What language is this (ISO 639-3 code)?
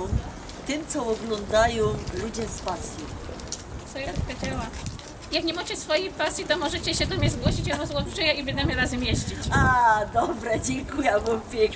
szl